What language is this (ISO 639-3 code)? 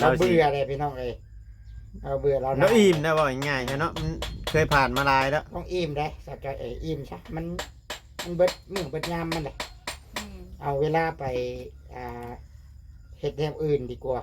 tts